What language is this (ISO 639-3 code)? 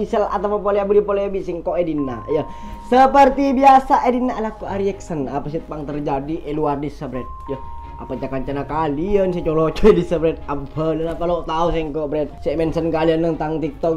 mad